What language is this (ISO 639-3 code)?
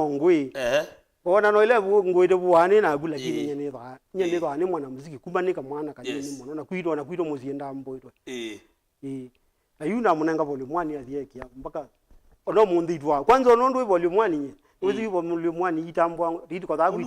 kam